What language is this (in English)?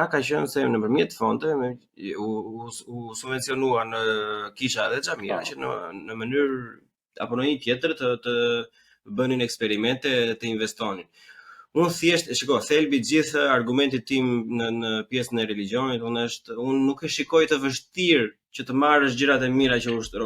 Albanian